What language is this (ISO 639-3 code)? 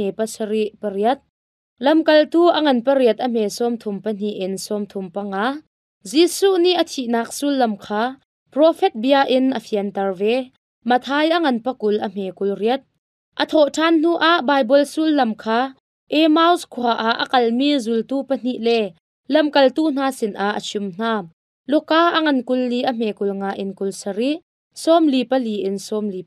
cnh